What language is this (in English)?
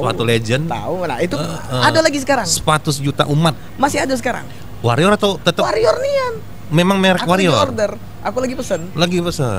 Musi